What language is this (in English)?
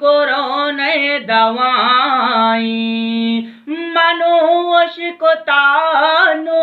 Eastern Balochi